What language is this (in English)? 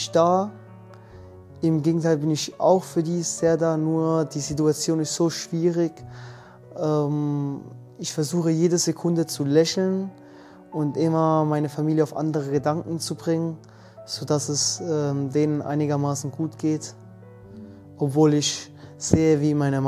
German